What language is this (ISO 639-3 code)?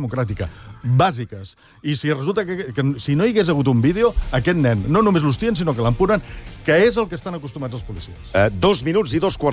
cat